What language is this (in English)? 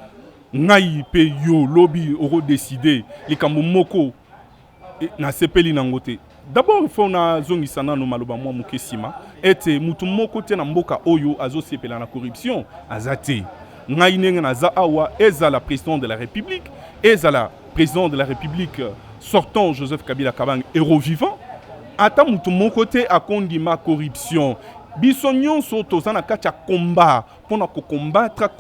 Lingala